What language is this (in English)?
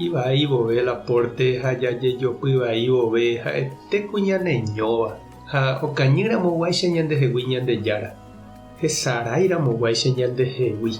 Guarani